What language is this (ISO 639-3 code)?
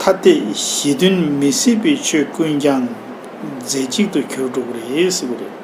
bod